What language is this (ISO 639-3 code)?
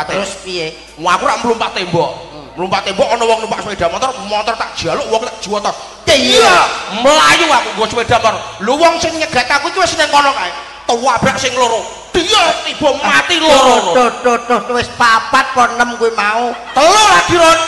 jav